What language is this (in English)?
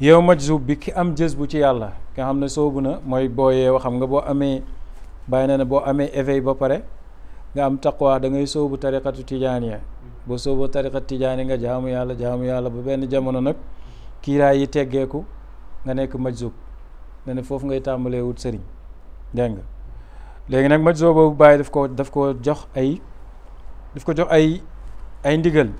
Wolof